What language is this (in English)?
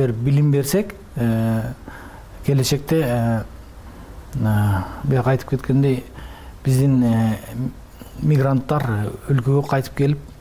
Kyrgyz